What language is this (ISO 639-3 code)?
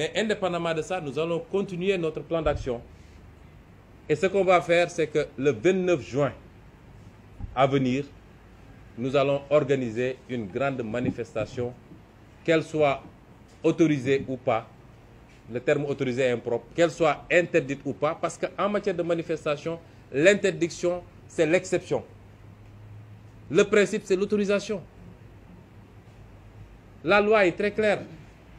fra